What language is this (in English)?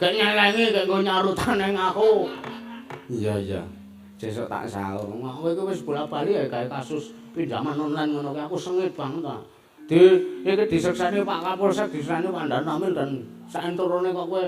Javanese